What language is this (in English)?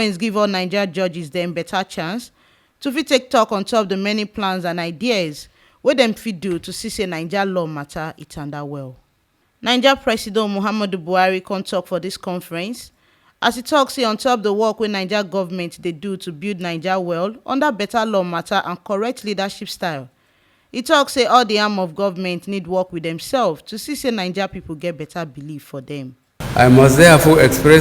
Nigerian Pidgin